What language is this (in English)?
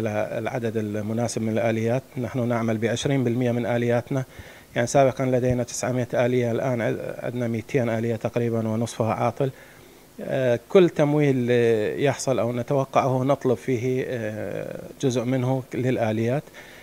Arabic